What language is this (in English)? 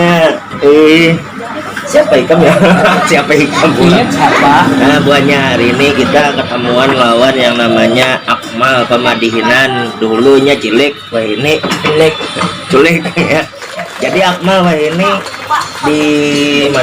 Banjar